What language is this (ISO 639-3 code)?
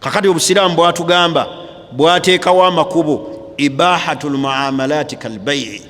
lug